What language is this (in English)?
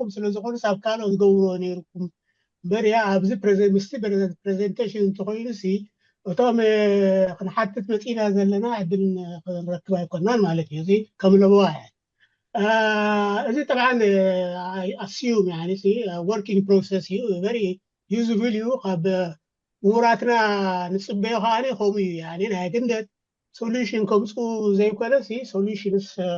Tigrinya